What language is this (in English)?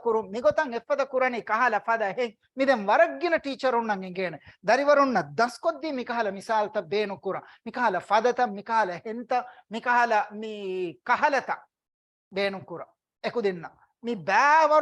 Divehi